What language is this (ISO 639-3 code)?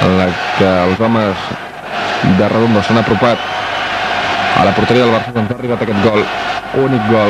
cat